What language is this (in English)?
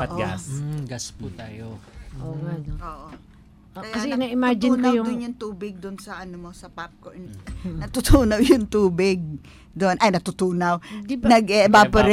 Filipino